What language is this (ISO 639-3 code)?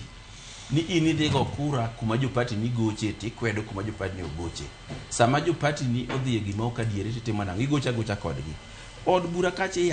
luo